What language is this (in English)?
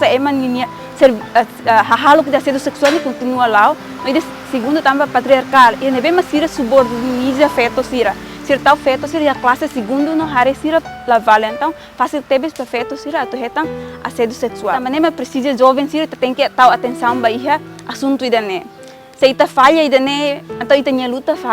Tetum